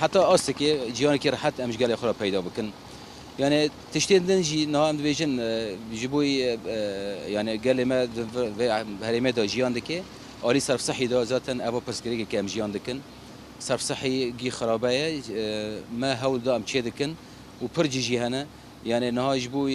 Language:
Kurdish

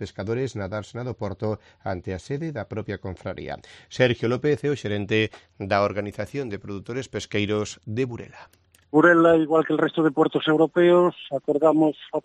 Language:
Galician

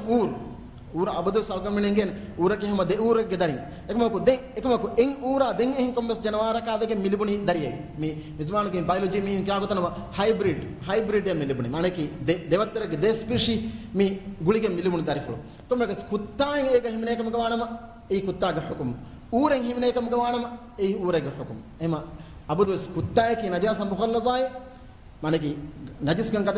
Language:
Divehi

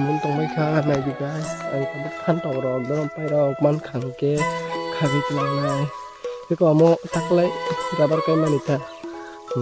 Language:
Kok Borok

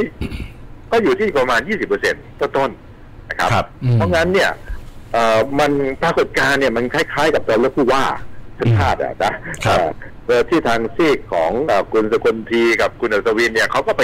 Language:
Thai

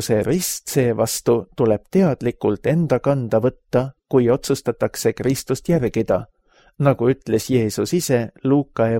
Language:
Estonian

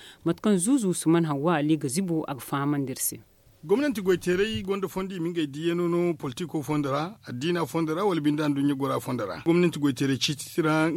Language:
Zarma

